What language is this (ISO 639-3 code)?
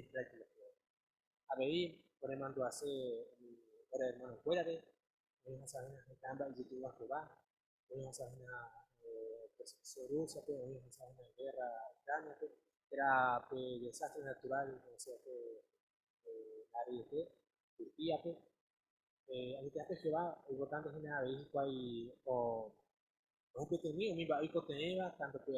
grn